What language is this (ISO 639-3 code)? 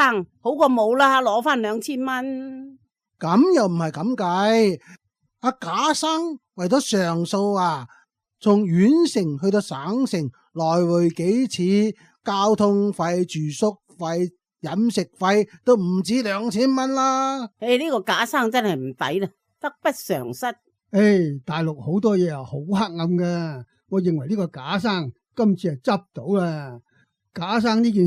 yue